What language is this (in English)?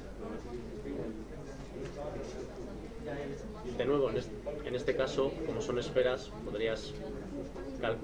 Spanish